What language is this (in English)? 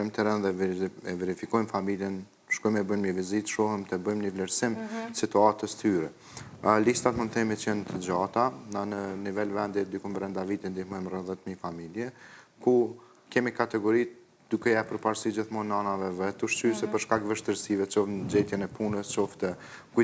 Albanian